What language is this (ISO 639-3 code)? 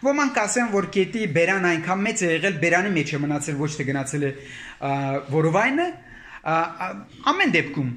hye